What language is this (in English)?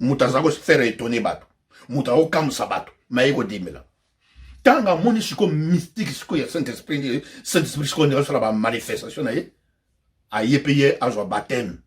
Lingala